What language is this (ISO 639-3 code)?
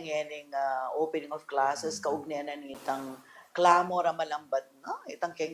pam